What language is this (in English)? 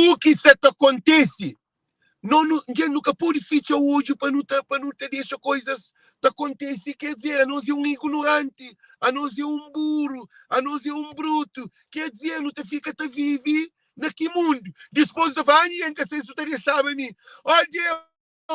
Kabuverdianu